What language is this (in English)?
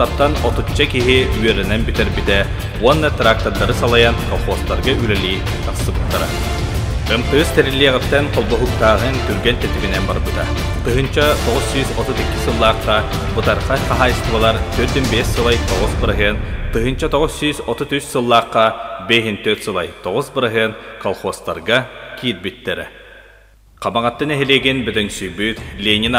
Yakut